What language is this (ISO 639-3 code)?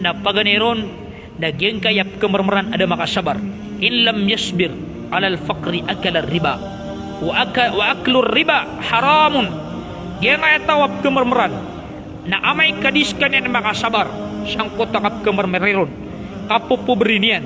mrw